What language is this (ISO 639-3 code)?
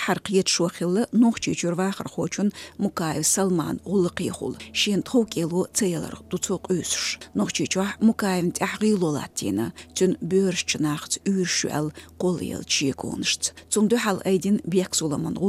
che